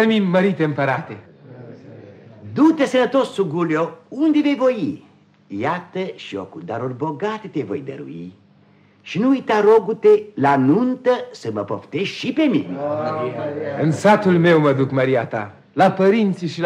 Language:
Romanian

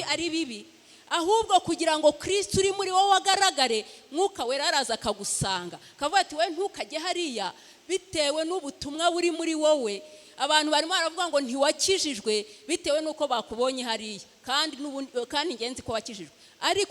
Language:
Kinyarwanda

